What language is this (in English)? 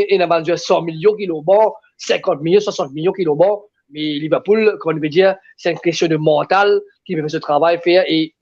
Morisyen